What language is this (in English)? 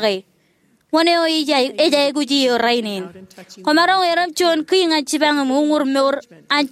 Marshallese